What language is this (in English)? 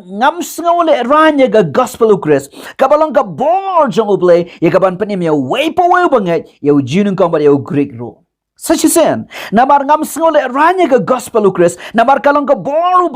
Khasi